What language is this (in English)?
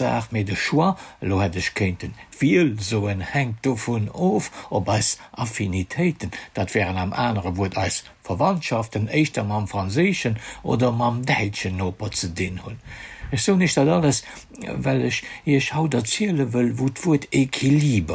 Luxembourgish